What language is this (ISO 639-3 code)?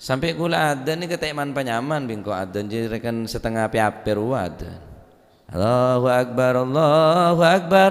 mad